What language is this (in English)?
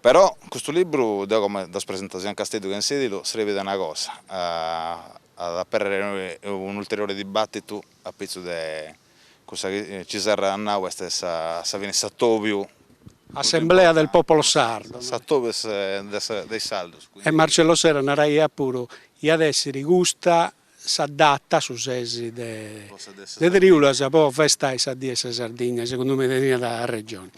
Sardinian